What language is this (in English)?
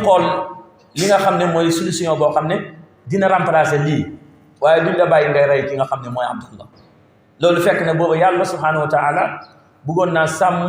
Wolof